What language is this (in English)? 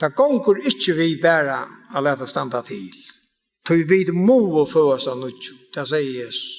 Faroese